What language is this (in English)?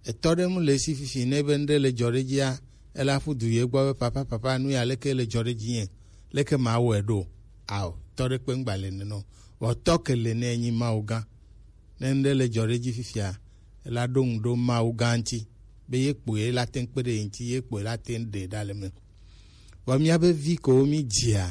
Gen